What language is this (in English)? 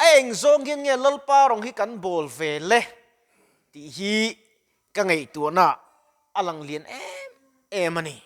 Mizo